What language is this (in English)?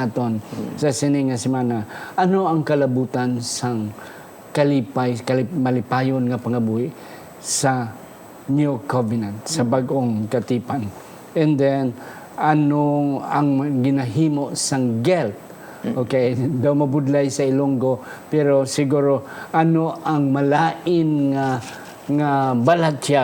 Hiligaynon